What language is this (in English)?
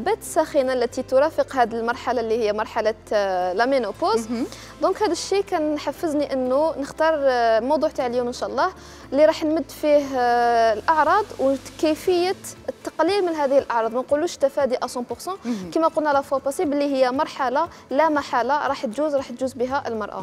Algerian Arabic